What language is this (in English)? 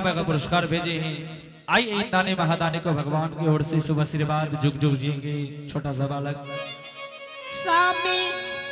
Angika